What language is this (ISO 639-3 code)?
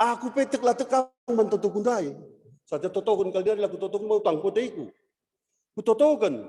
btx